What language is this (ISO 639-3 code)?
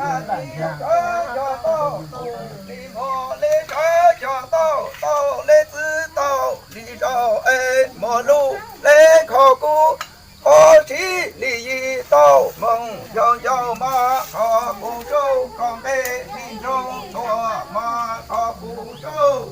hmn